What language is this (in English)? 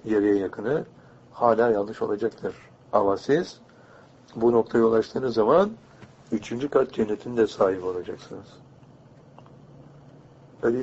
Turkish